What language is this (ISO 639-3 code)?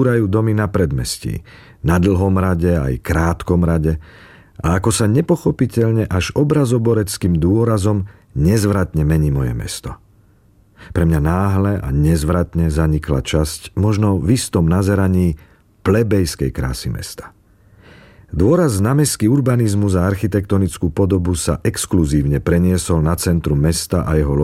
slk